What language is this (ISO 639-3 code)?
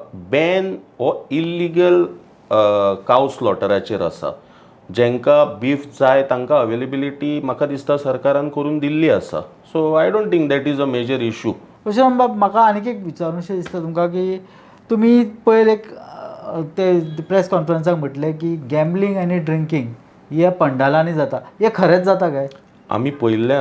kok